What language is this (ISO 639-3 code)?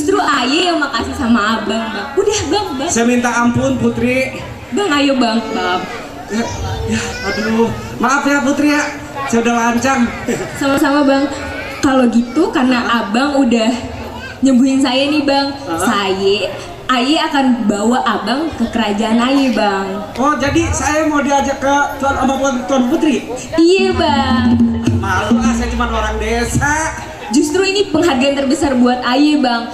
bew